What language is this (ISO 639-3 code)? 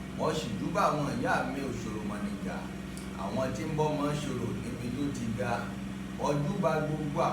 yor